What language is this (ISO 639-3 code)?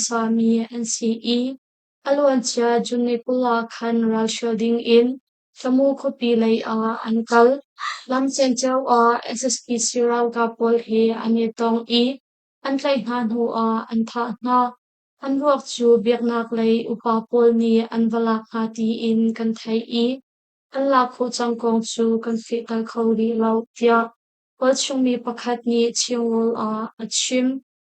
cnh